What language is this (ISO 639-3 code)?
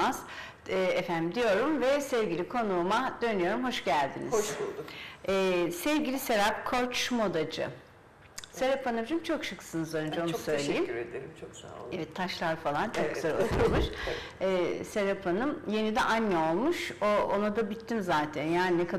tur